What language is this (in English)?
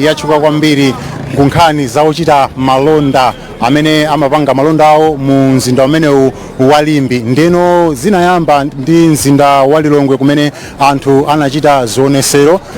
Nyanja